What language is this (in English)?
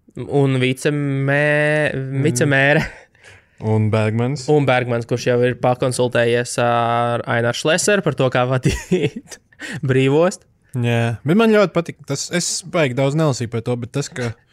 Latvian